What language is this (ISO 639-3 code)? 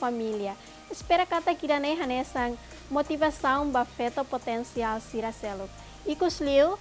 tet